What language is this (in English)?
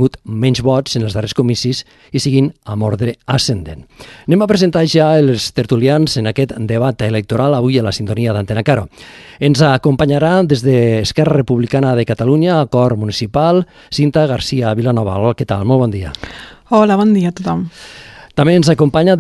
Catalan